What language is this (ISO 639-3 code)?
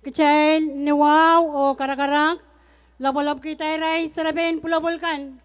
pon